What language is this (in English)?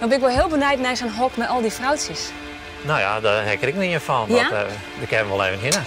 Western Frisian